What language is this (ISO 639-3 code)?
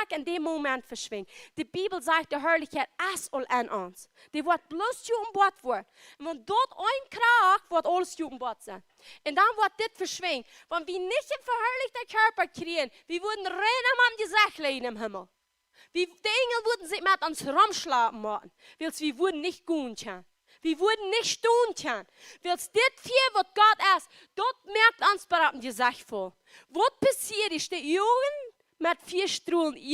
pdt